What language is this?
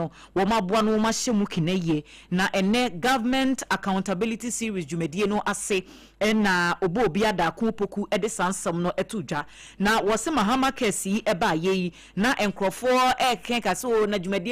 Akan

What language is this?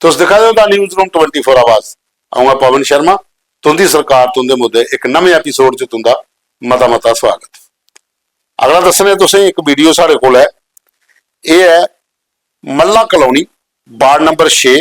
Dogri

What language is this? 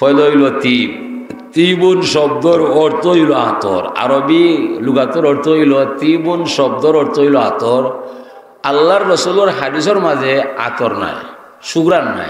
Sylheti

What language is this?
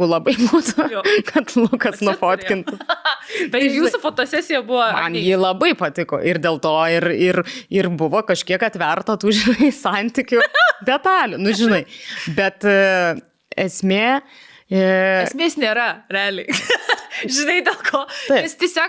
Lithuanian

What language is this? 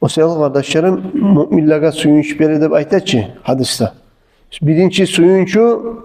Kumyk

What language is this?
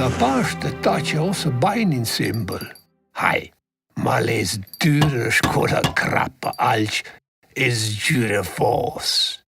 Romansh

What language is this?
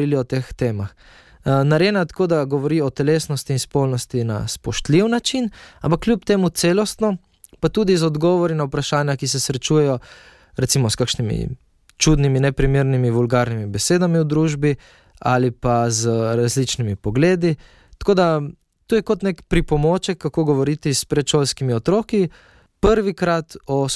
Slovenian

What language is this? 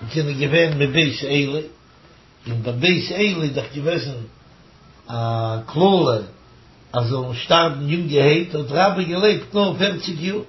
Yiddish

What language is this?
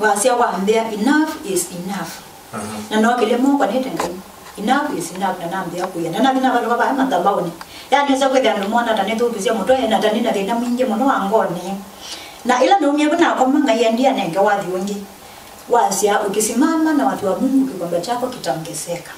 Kamba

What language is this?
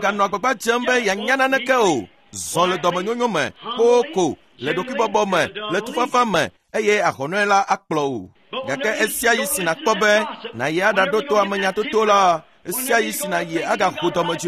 Ewe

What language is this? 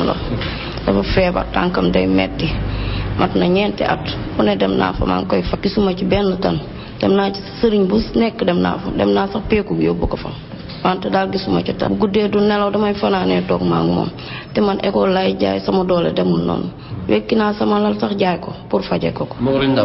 Wolof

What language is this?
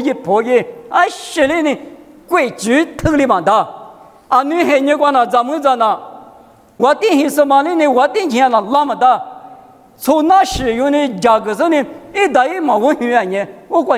Lisu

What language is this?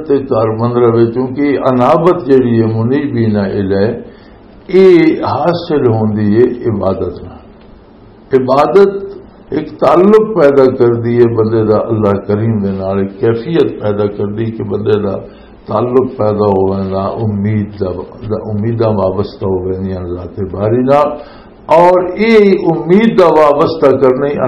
Western Panjabi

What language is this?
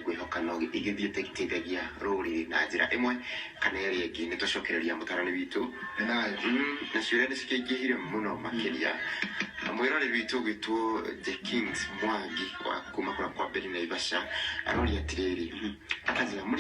Kikuyu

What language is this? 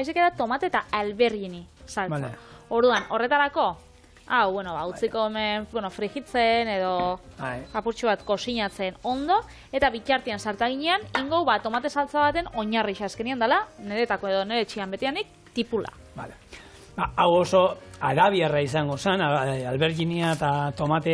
Basque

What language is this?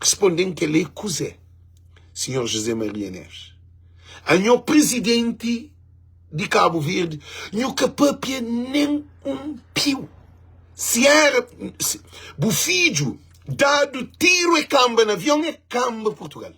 Kabuverdianu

